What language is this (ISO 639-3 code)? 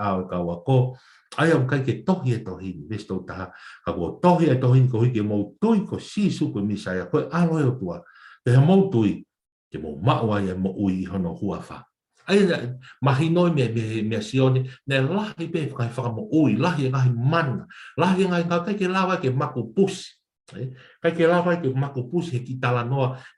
ton